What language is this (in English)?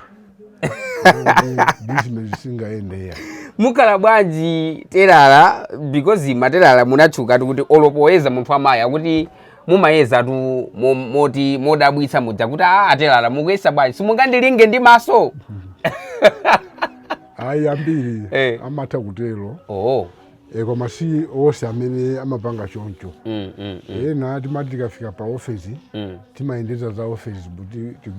Nyanja